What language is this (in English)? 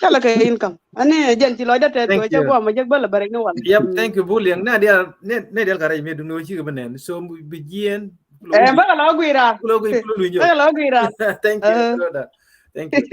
Nuer